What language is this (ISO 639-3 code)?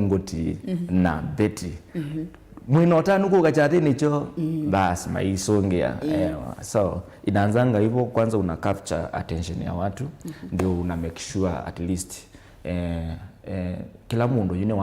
kam